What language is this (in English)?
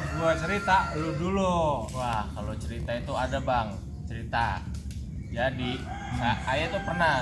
Betawi